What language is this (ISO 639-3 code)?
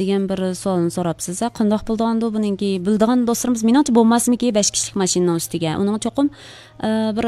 uig